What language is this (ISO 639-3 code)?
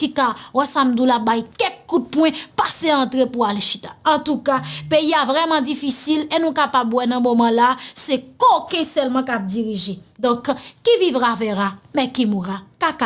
hat